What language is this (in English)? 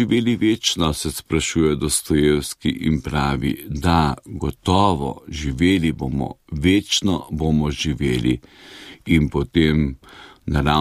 Slovenian